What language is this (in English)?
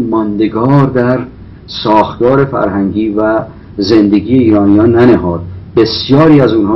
Persian